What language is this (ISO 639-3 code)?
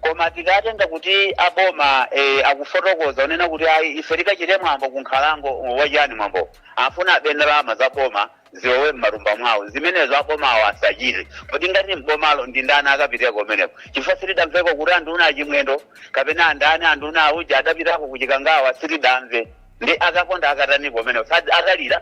nya